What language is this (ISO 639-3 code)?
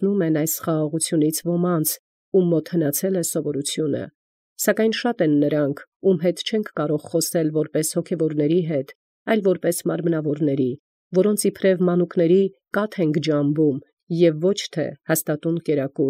hye